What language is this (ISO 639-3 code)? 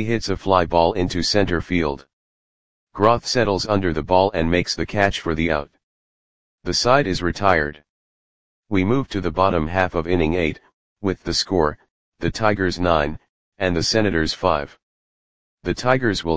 eng